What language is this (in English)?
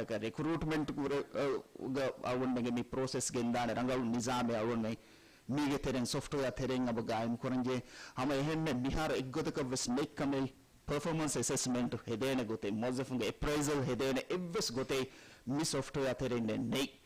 Divehi